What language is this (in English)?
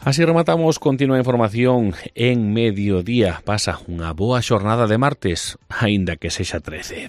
Galician